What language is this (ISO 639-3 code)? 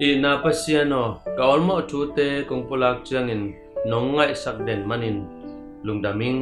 ctd